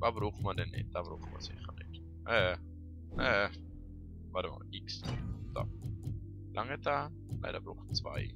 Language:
Swiss German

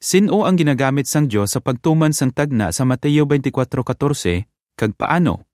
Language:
Hiligaynon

